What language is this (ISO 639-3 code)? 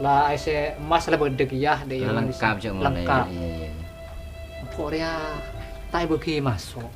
mad